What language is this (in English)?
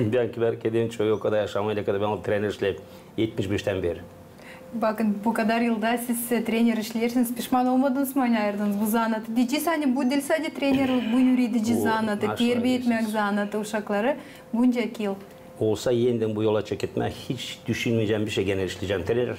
Gagauz